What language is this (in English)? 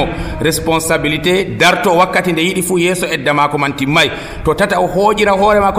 Nigerian Fulfulde